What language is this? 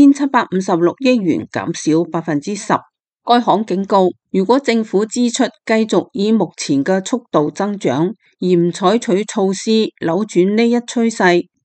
Cantonese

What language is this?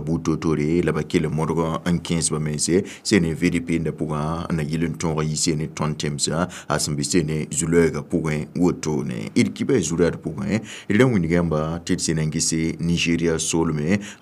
Mossi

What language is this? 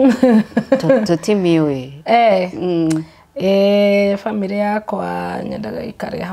Kikuyu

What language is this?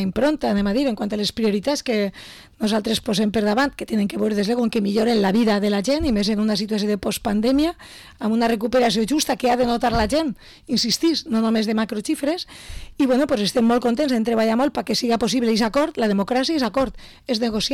Catalan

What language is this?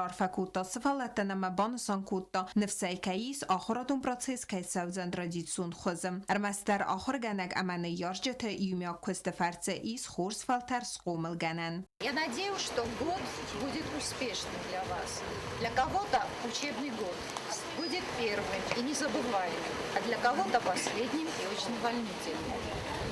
Ossetic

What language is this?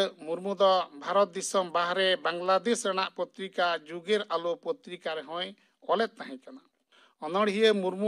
Santali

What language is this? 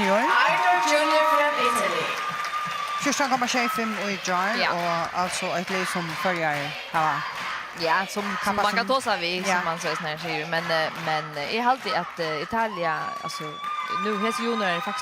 Faroese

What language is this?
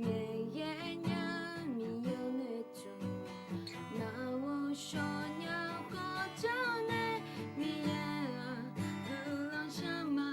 Akha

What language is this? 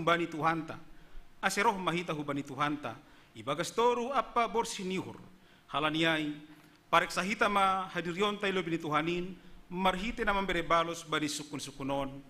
Batak Simalungun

